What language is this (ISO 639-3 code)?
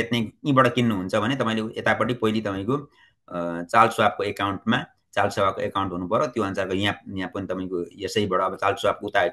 nep